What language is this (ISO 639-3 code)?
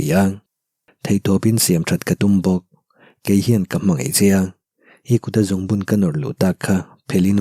lus